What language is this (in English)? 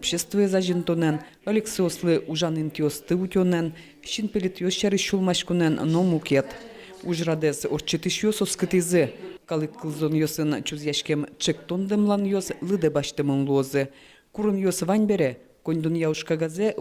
Udmurt